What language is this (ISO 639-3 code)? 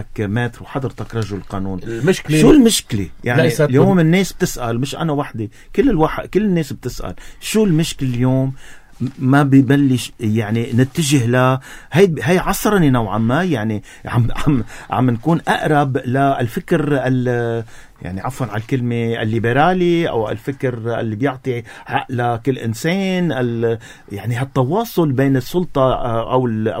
apc